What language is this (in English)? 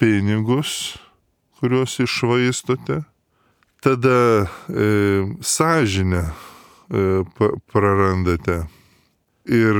Lithuanian